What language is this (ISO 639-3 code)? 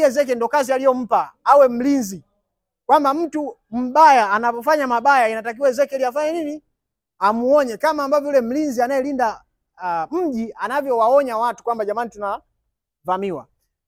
swa